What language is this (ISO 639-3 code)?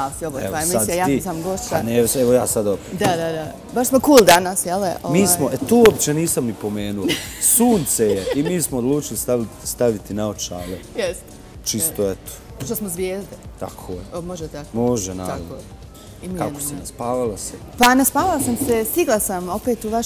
bos